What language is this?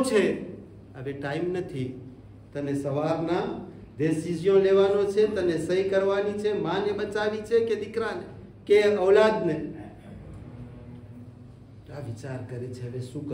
Gujarati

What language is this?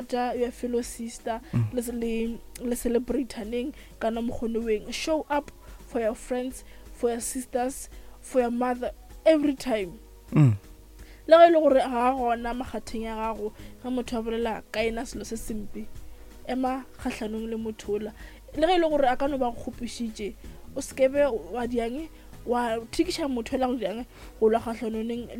Northern Sotho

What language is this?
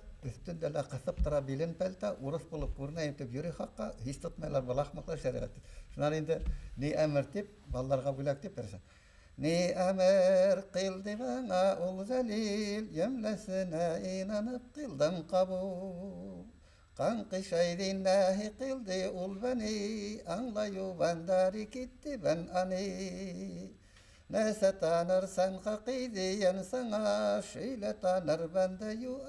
Bashkir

